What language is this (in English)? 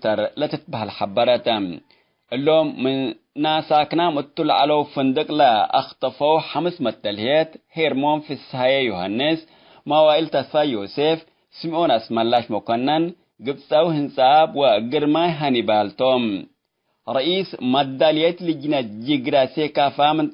Tigre